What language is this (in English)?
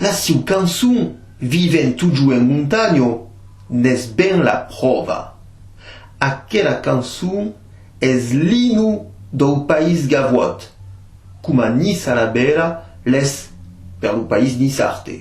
Occitan